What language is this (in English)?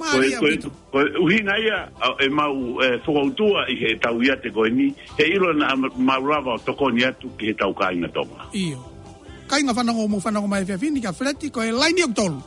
Tongan